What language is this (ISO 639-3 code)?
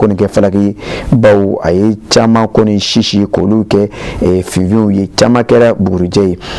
bam